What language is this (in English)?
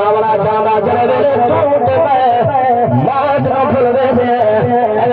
Saraiki